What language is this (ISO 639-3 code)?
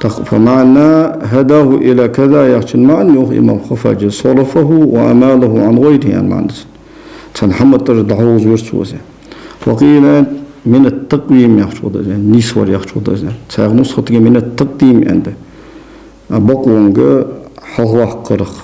inh